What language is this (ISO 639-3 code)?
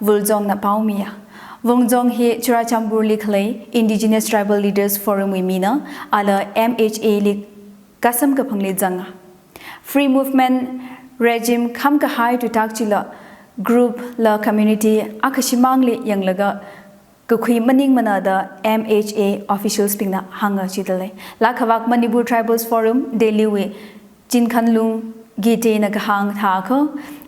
nmf